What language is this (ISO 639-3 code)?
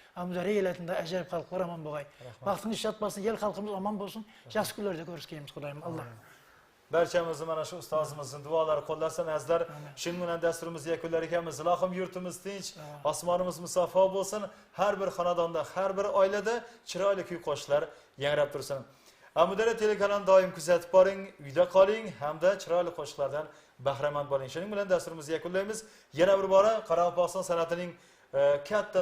kaa